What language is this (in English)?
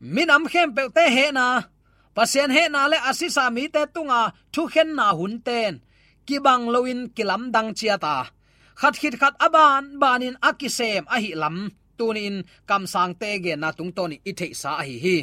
Tedim Chin